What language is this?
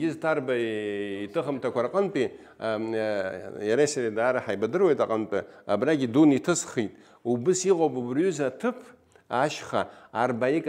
Abkhazian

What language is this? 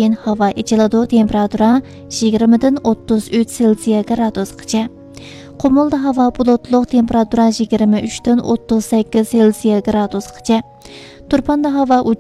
Uyghur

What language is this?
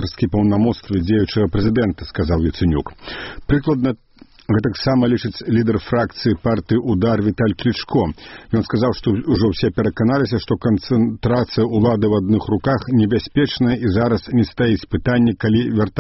Belarusian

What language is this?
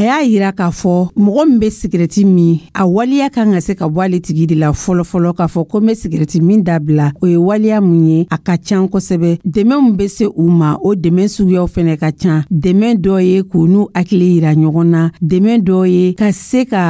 Dyula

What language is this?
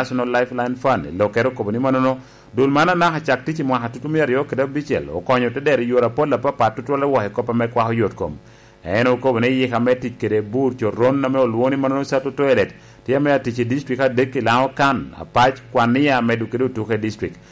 Lango (Uganda)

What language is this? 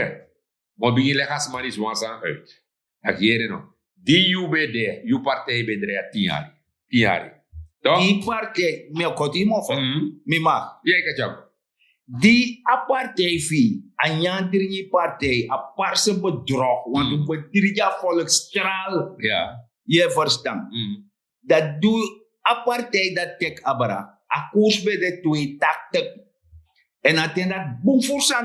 Sranan Tongo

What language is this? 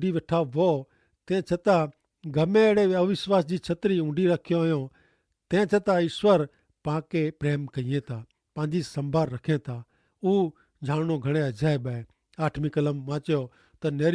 Kachhi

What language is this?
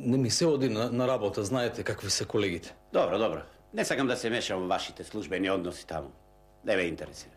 Macedonian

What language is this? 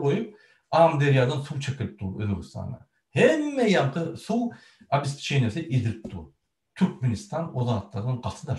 Turkmen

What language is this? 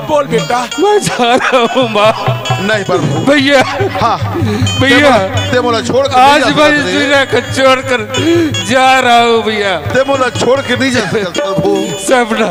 Chhattisgarhi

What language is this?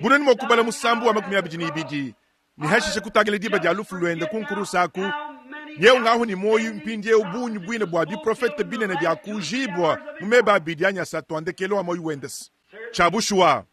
Luba-Lulua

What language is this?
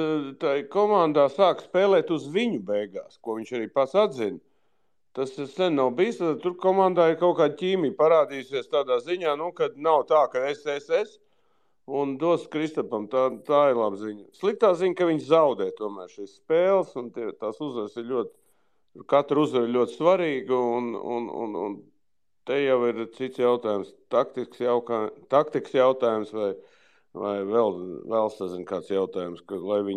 Latvian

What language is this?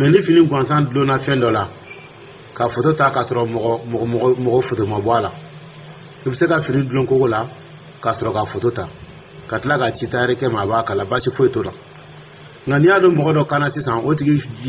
Dyula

